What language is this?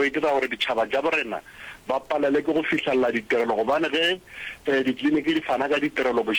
Northern Sotho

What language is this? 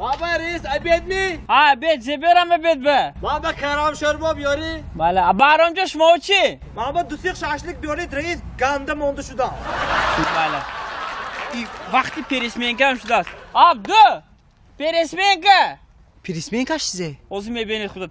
Tajik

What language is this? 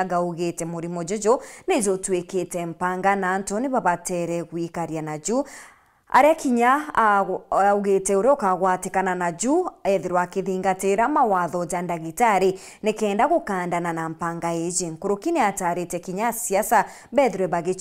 Meru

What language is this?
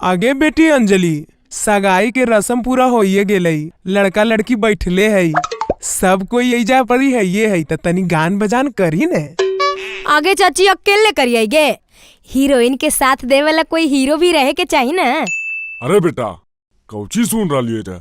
Magahi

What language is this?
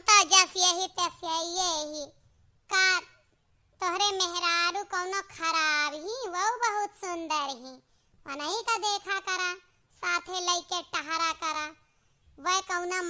Awadhi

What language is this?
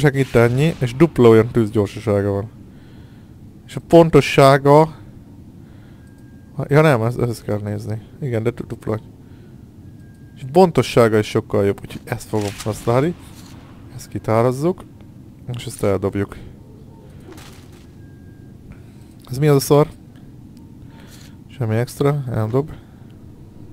Hungarian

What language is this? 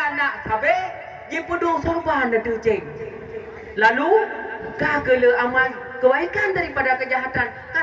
Achinese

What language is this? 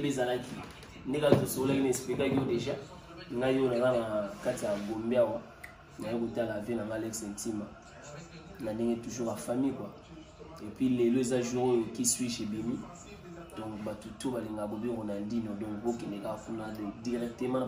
Lingala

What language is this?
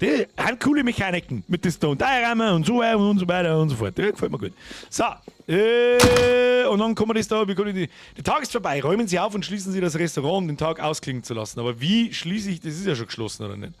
Bavarian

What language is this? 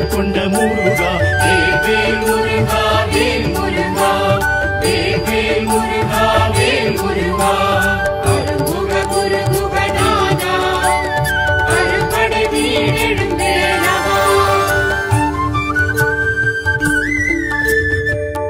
Tamil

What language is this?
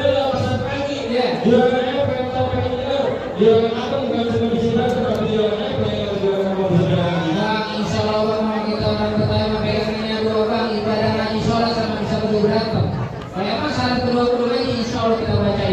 Betawi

